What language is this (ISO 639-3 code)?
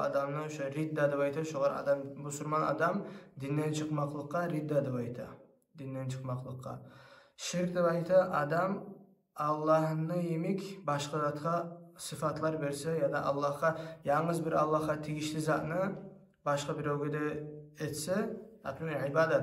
kum